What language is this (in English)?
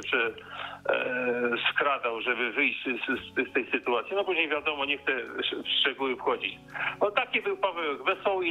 Polish